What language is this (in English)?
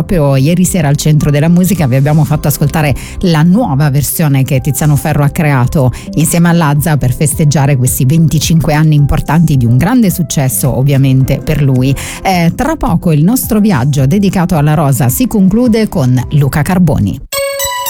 Italian